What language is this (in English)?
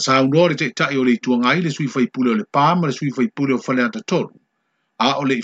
Samoan